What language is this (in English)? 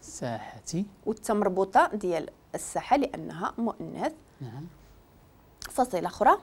Moroccan Arabic